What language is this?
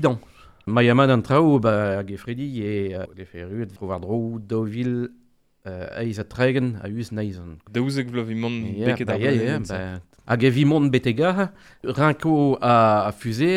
Breton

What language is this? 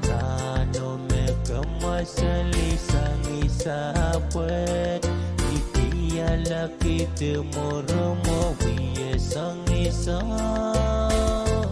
Pohnpeian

